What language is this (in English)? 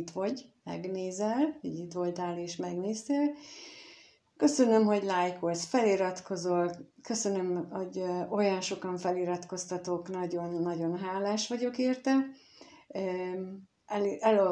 Hungarian